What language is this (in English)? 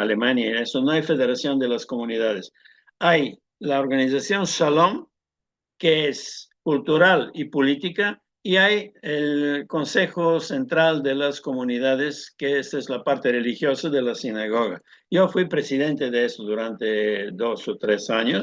Ladino